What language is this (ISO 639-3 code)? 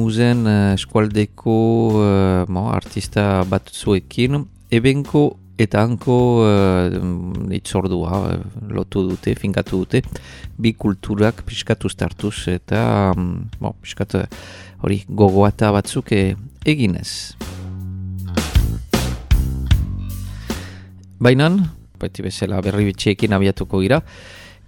eus